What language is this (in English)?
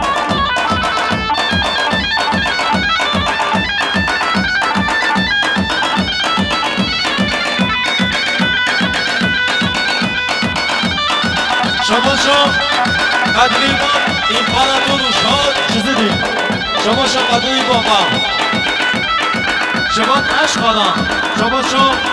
Persian